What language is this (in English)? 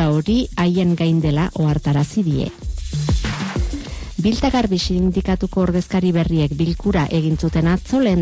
Basque